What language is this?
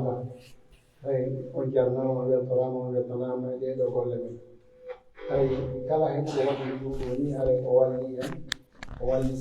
Pular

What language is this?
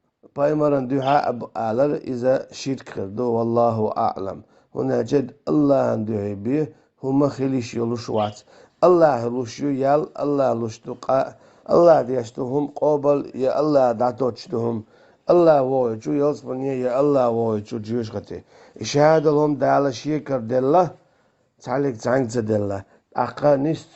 Chechen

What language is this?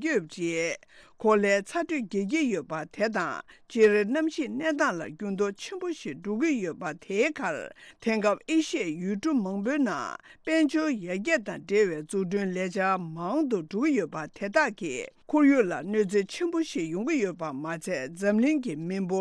Tibetan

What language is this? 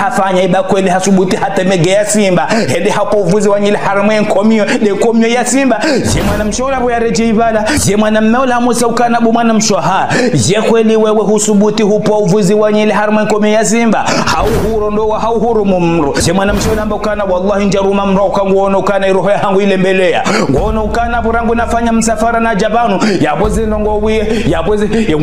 Ngazidja Comorian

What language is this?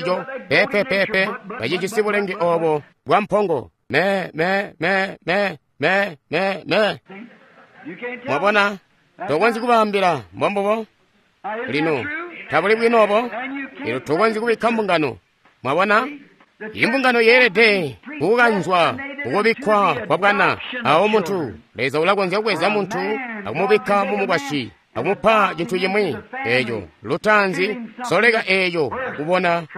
Tonga (Zambia)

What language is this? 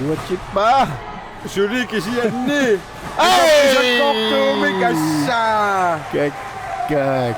Kalaallisut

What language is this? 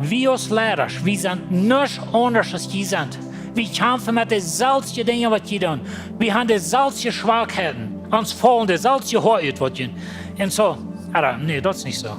Plautdietsch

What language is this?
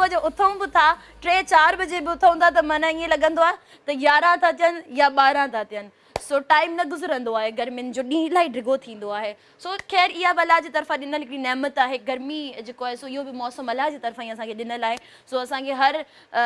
Sindhi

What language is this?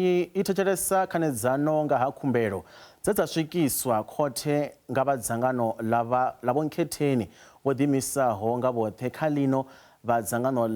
Venda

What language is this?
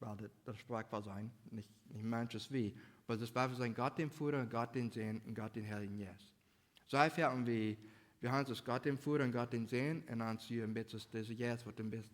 Plautdietsch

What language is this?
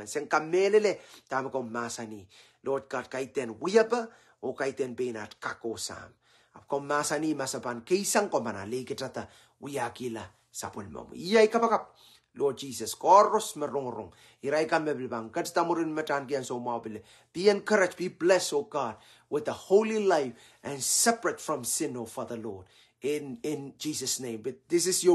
Pohnpeian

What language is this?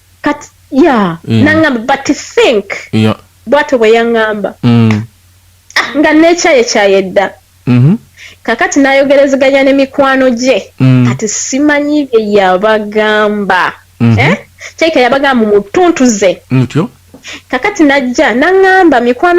Ganda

